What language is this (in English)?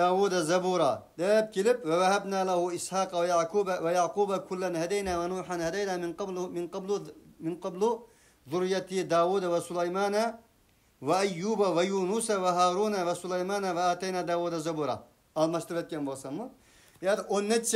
Uyghur